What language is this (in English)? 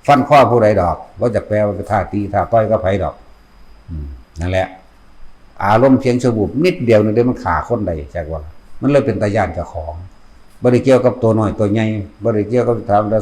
Northeastern Thai